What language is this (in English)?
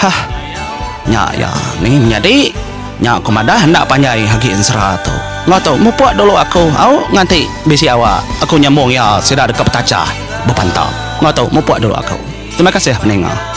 Iban